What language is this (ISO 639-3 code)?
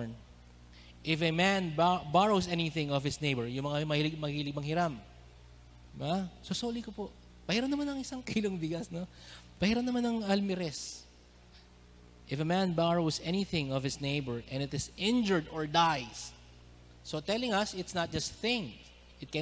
fil